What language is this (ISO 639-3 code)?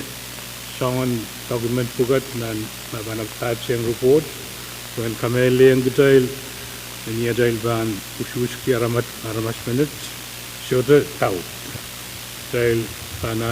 pon